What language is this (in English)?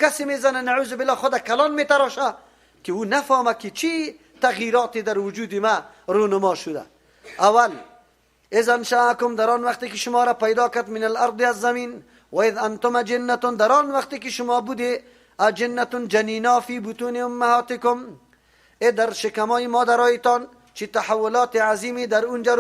Persian